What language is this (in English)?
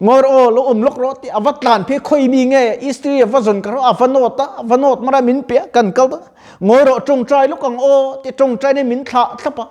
Mizo